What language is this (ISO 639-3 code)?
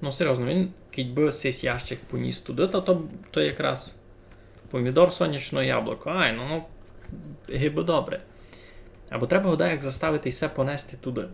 rue